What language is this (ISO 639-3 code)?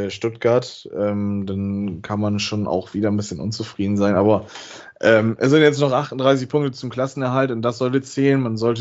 deu